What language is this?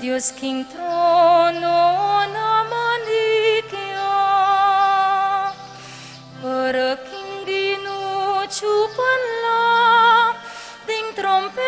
Pampanga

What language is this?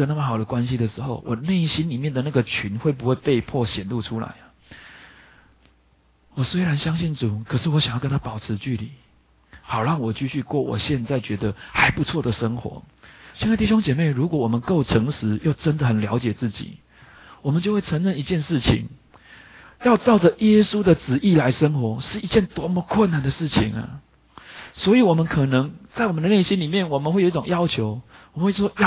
Chinese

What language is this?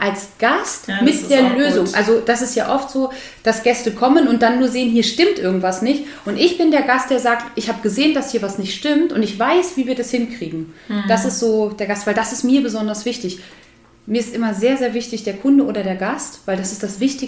German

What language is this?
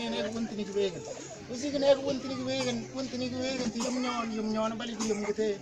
Mabaan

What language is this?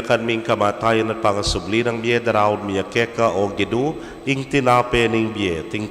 Pampanga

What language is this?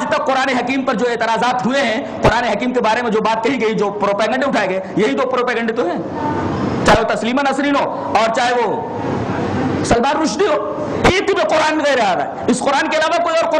Urdu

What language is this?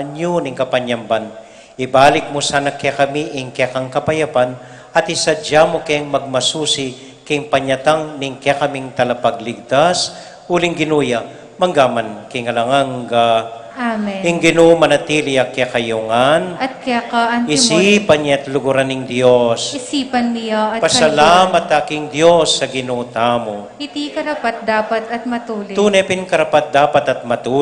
Pampanga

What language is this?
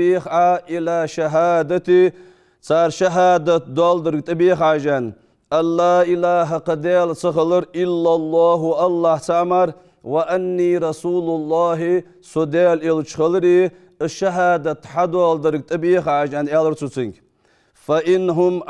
Ingush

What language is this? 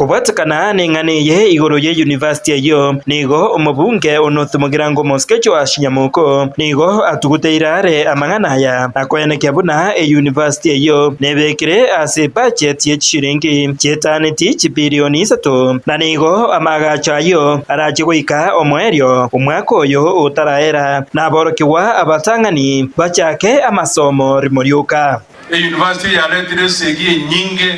Gusii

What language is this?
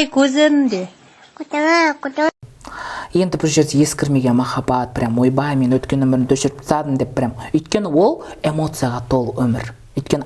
Kazakh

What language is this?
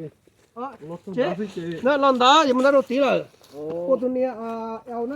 Hmong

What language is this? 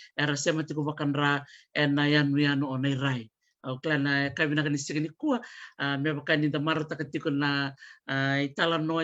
Fijian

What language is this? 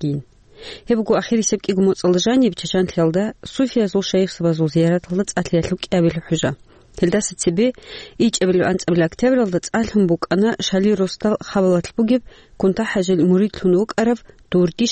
Avaric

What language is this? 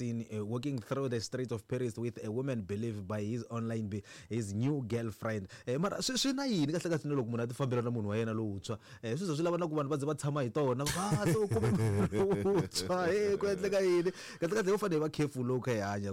Tsonga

